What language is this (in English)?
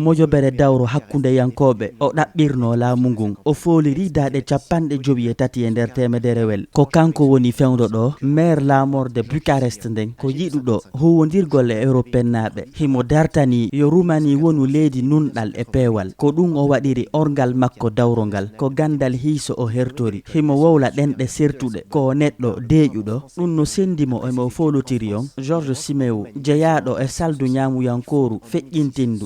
Fula